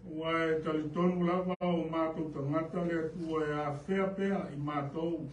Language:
Samoan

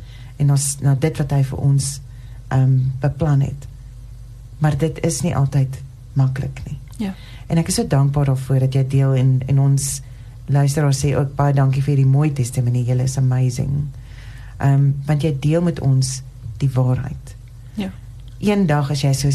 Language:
Afrikaans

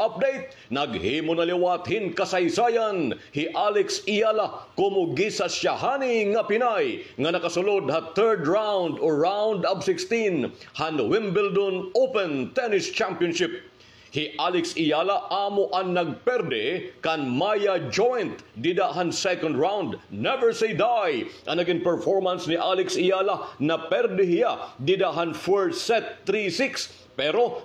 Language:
Waray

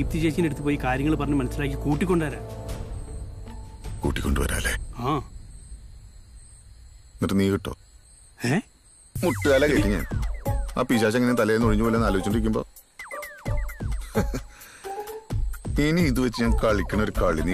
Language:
Malayalam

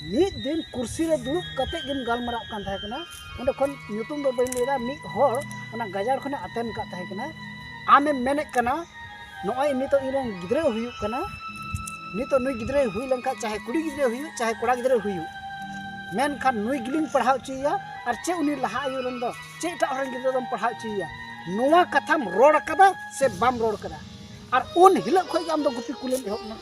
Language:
Santali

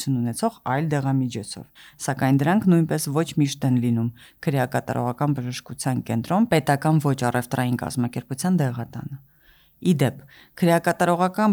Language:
Armenian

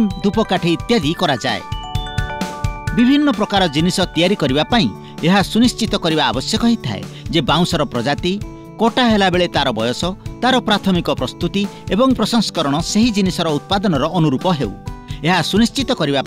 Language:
Odia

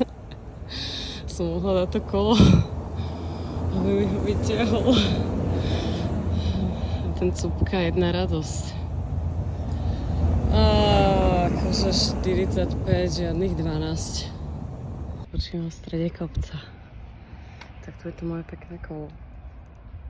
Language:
Slovak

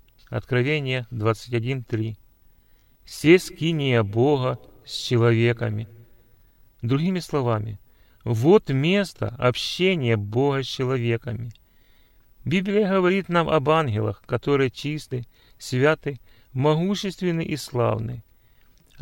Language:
Russian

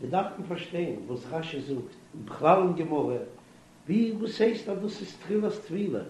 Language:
Yiddish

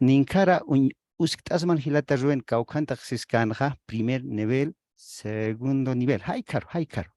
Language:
Aymara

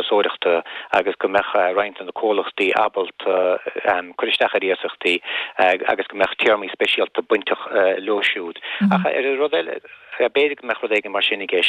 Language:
Irish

